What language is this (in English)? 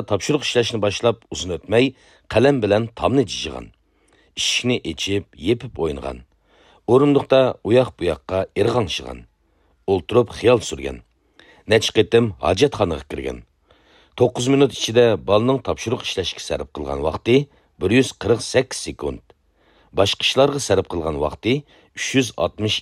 Uyghur